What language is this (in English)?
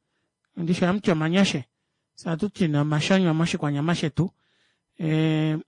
Kuanyama